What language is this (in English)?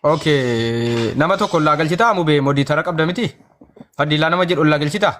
Oromo